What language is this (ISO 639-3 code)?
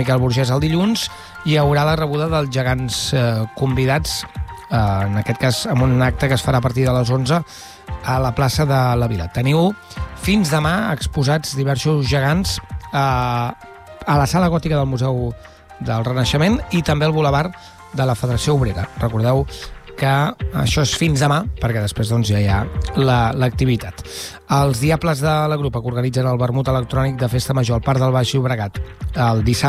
cat